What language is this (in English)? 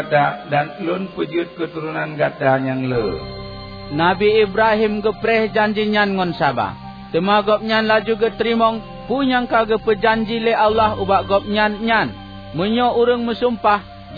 Achinese